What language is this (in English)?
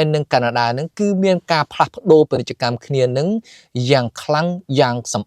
Khmer